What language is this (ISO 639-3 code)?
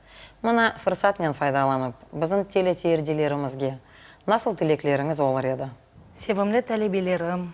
crh